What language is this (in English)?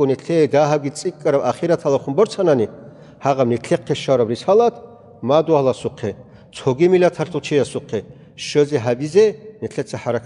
Avaric